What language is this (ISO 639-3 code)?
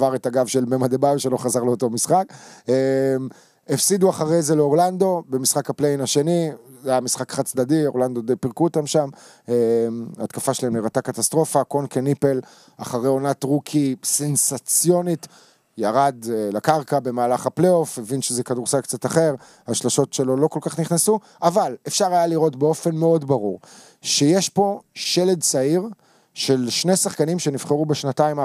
heb